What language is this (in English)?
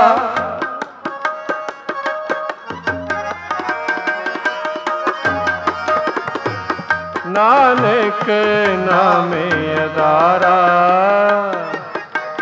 Punjabi